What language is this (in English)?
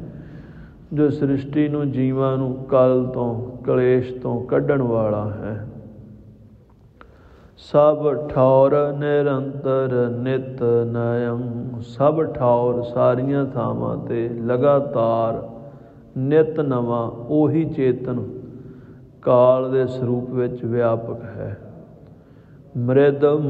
Punjabi